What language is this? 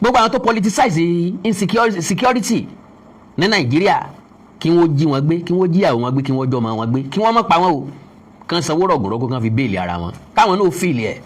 Yoruba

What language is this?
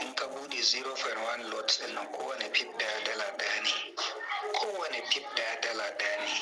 Hausa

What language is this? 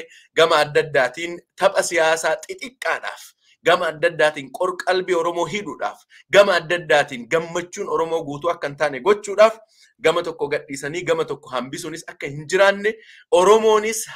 Oromo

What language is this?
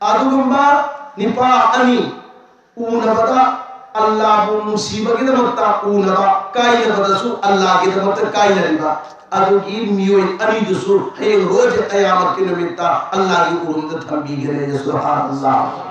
Manipuri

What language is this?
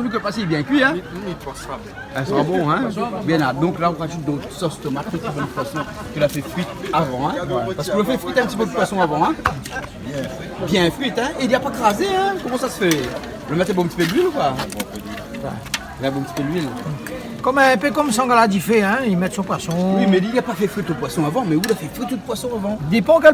Réunion Creole French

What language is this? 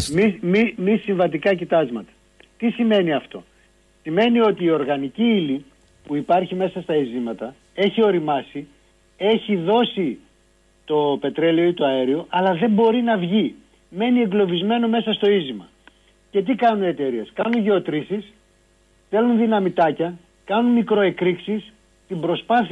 Greek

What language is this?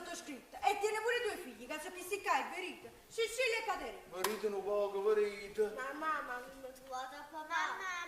Neapolitan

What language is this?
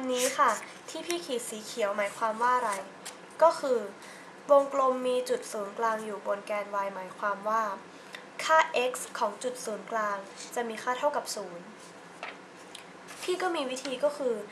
Thai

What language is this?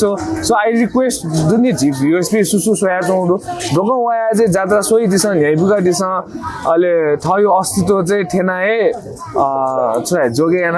Newari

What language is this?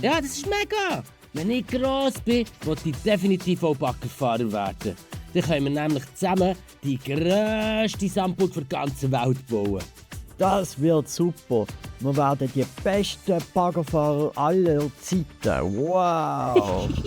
Swiss German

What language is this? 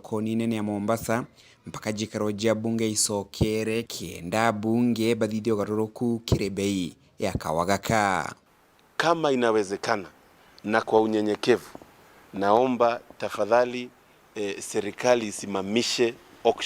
Meru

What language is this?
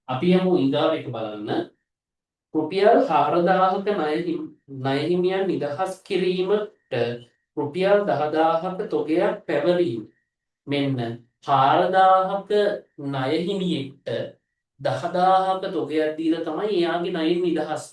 Sinhala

